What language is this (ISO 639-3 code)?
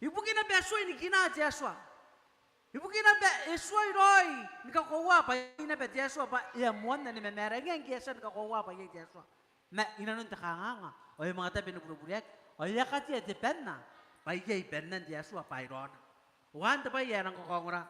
gil